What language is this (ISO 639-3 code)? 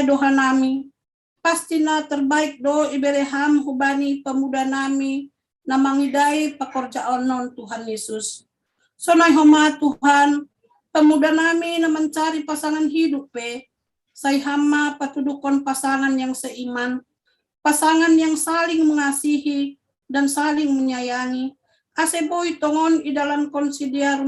bts